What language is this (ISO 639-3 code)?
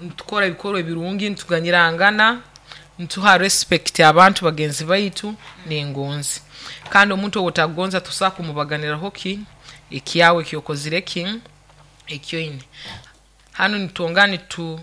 nyo